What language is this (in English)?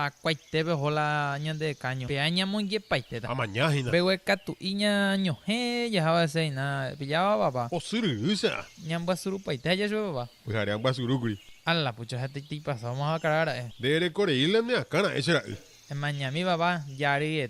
Guarani